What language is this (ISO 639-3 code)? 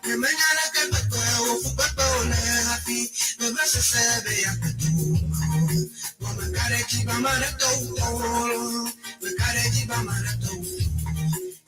ewe